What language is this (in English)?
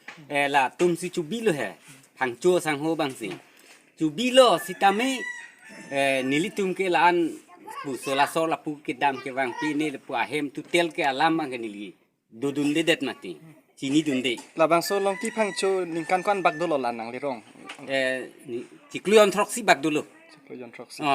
Karbi